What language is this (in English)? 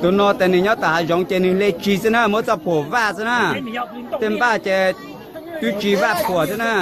Hmong